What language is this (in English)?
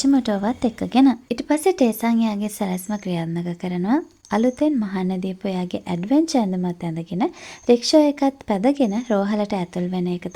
Sinhala